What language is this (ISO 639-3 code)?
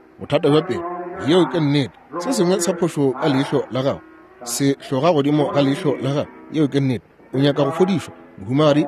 nso